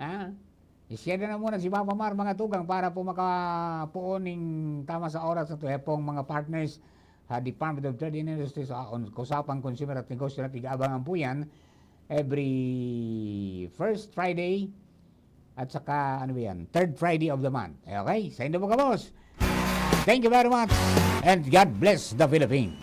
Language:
Bikol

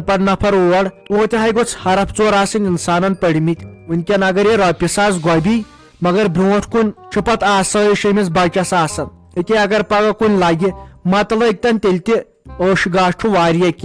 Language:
Kashmiri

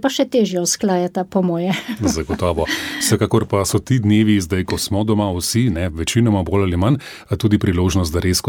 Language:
Slovenian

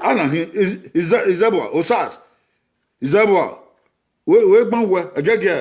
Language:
Bini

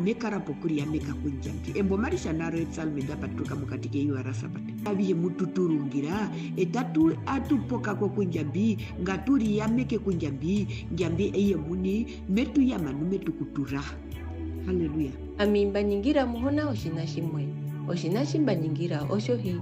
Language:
Herero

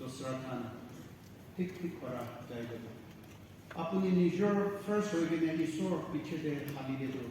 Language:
Naga Pidgin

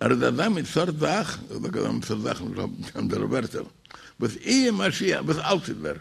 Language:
Yiddish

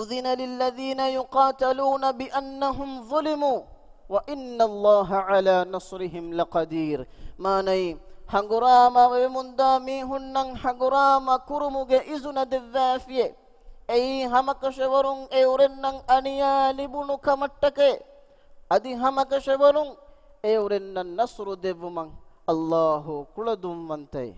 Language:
Divehi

